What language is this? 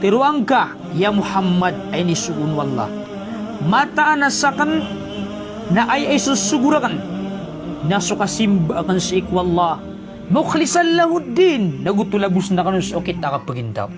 Maranao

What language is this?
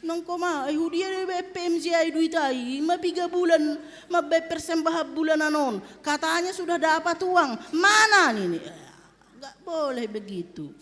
Batak Simalungun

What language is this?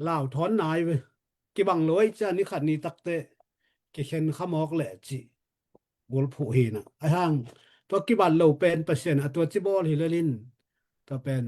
Tedim Chin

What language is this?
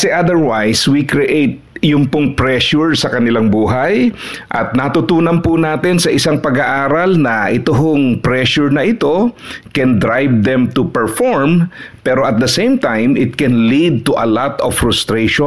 Filipino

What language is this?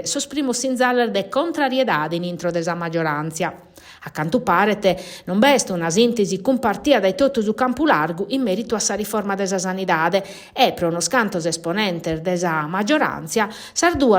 Sardinian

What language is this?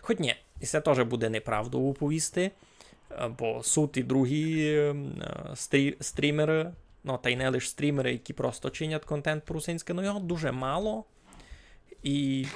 Rusyn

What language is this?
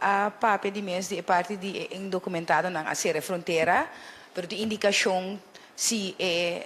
Papiamento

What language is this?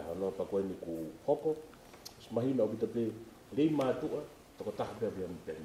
Tongan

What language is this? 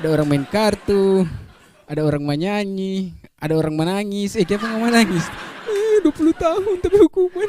Manado Malay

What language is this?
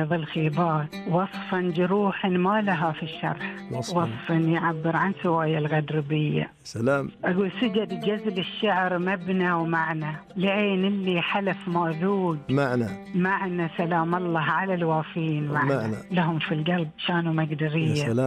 Najdi Arabic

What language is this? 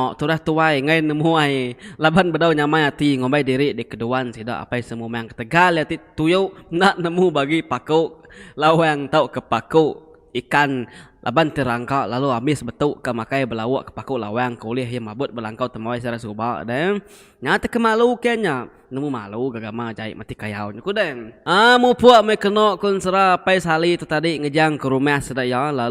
Iban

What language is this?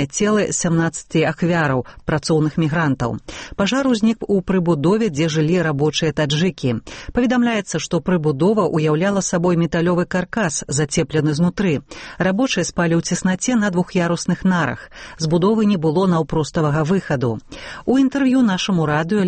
Belarusian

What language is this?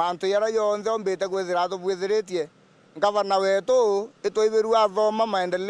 Meru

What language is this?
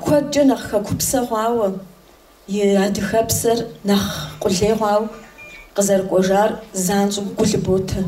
Kabardian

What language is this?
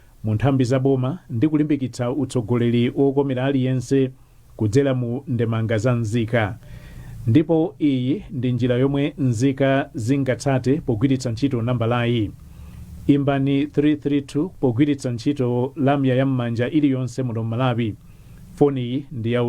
Nyanja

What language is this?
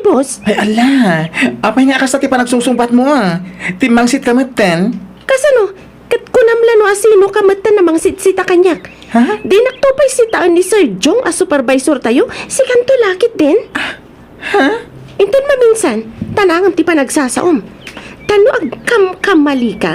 Iloko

